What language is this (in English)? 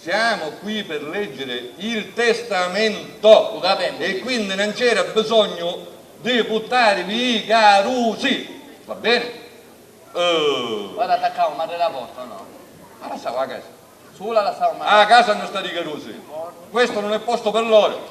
Sicilian